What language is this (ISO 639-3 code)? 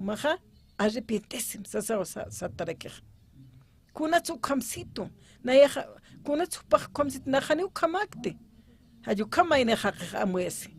aym